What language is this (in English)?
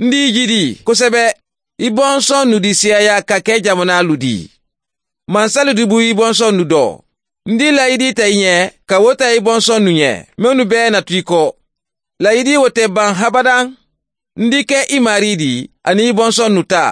Mandingo